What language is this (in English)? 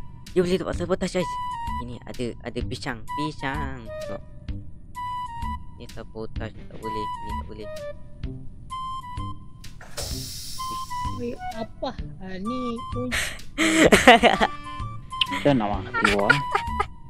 Malay